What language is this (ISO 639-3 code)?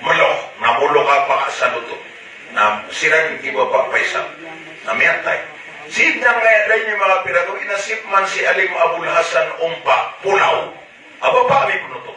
mrw